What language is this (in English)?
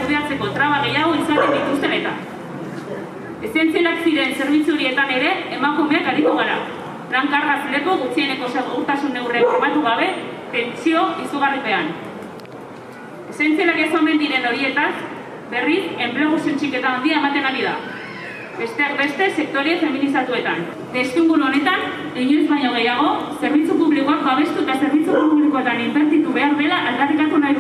Basque